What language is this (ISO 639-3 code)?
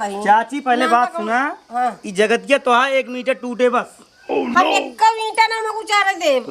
awa